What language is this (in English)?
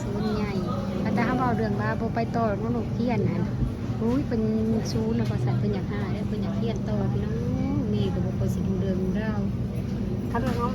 Northeastern Thai